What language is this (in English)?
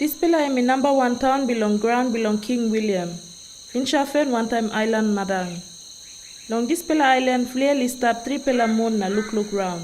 Tok Pisin